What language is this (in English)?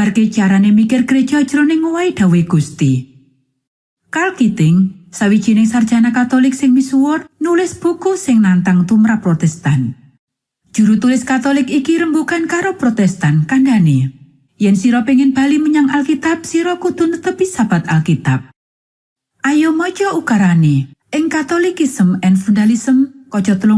Javanese